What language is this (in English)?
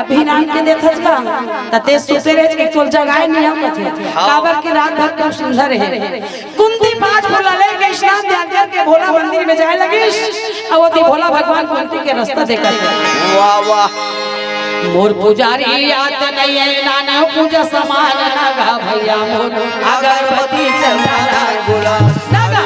Chhattisgarhi